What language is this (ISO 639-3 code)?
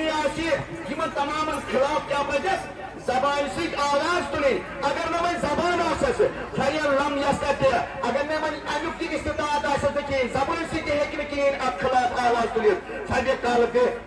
kas